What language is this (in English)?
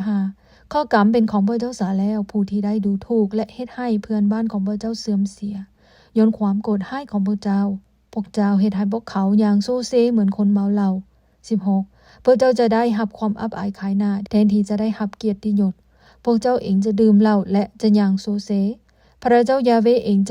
Lao